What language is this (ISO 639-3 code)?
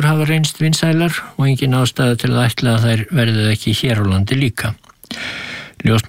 isl